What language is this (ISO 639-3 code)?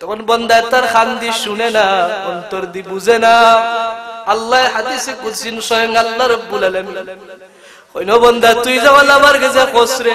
syl